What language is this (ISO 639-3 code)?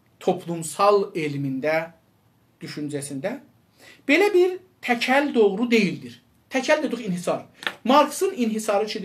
azb